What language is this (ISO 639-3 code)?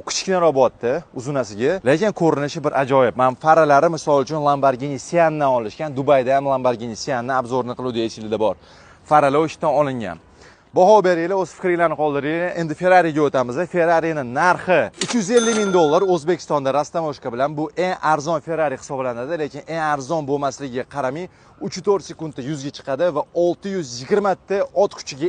uzb